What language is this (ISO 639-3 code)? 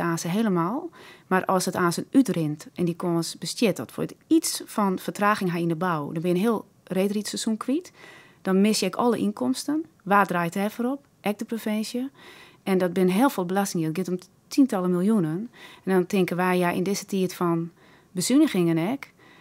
fry